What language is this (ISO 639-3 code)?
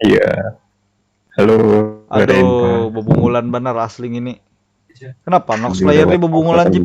bjn